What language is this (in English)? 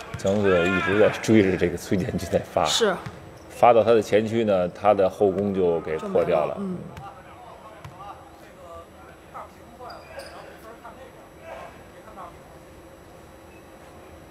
Chinese